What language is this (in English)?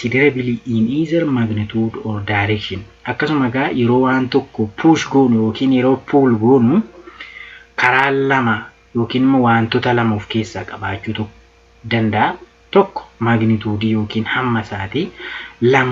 Oromo